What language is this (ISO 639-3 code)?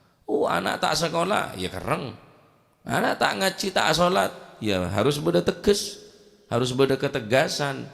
mad